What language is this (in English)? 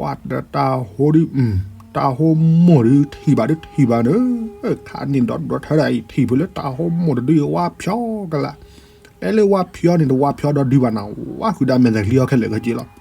S'gaw Karen